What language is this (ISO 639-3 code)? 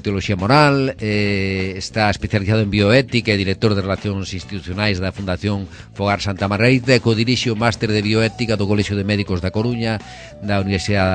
glg